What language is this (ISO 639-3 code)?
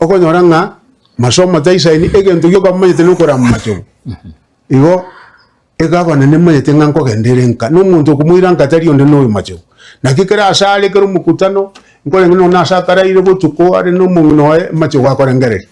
guz